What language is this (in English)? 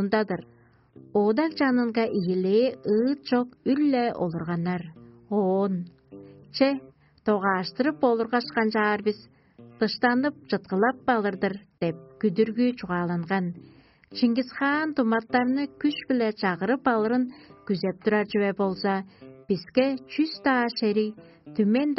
Tuvinian